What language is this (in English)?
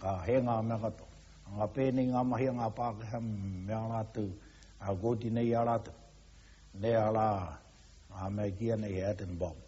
Māori